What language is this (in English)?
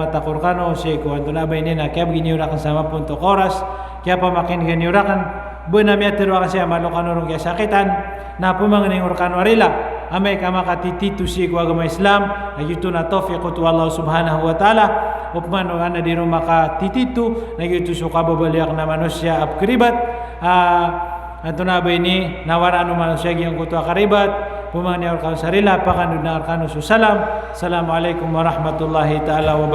Maranao